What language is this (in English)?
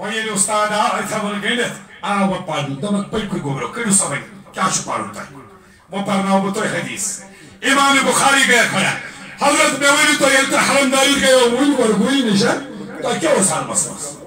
Kashmiri